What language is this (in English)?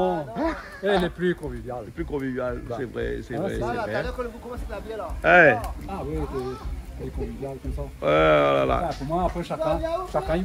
Réunion Creole French